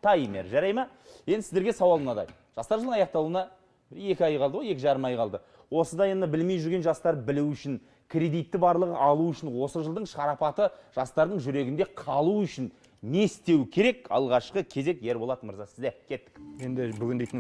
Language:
Kazakh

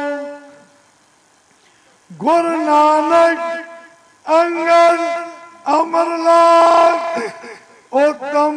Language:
Punjabi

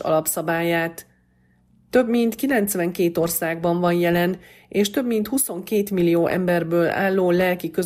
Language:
Hungarian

